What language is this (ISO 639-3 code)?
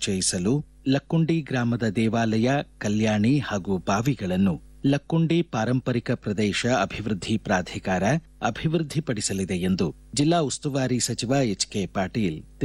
kan